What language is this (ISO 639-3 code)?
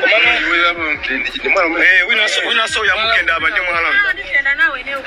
nya